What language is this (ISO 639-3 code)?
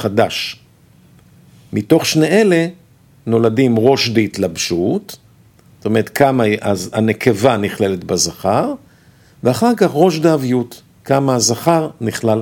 heb